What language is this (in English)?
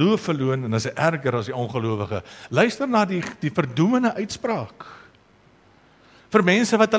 Afrikaans